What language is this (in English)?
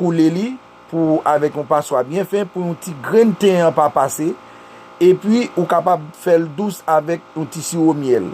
Haitian Creole